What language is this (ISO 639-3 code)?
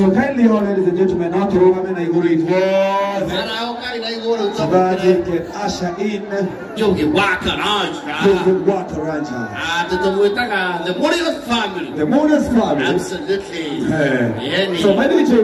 kik